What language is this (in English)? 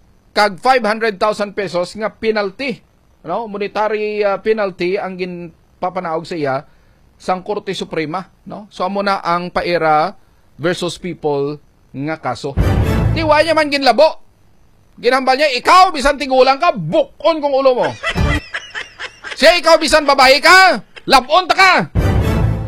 Hiligaynon